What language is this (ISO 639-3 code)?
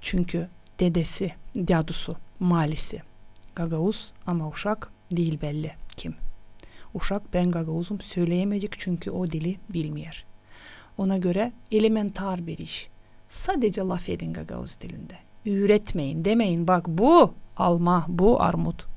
gag